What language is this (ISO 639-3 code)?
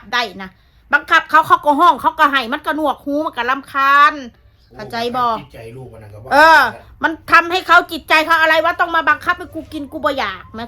tts